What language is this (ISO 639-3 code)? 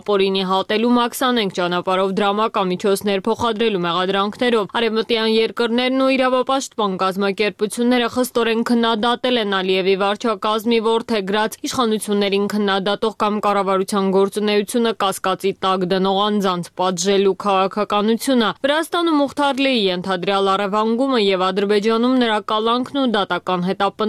hye